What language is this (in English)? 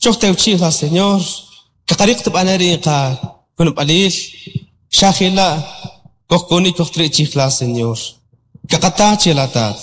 Kʼicheʼ